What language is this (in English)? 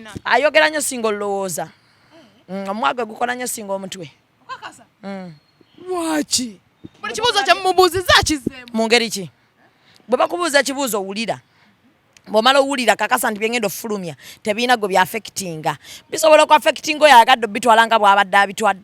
Ganda